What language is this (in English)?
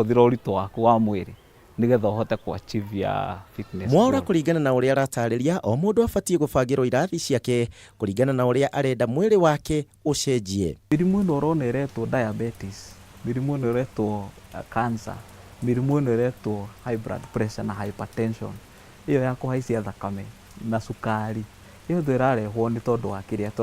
Kikuyu